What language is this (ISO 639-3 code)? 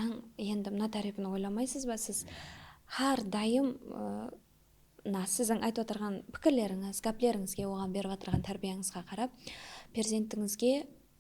kaa